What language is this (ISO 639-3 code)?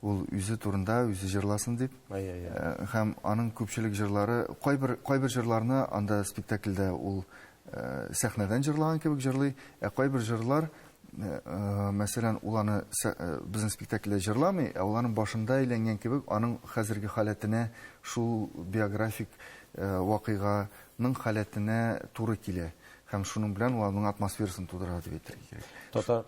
tat